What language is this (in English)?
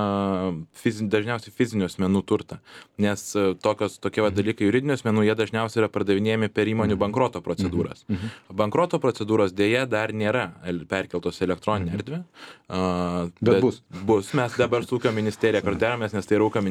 Lithuanian